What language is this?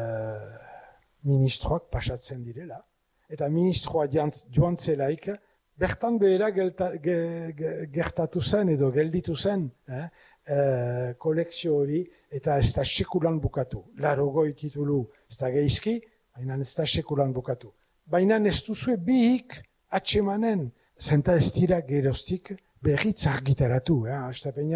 Basque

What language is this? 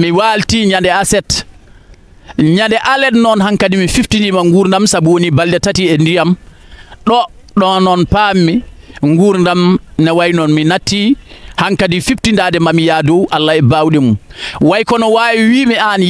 Fula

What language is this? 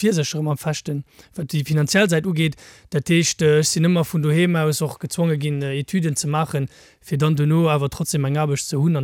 Luxembourgish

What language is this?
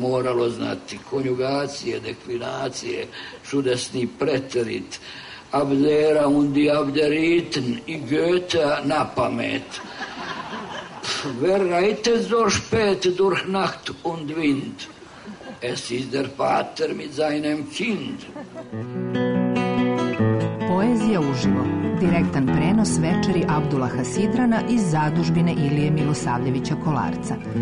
Serbian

